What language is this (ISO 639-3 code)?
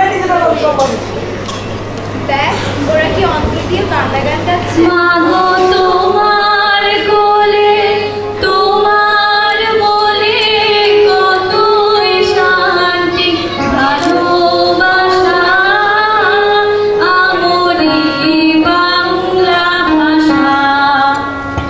ben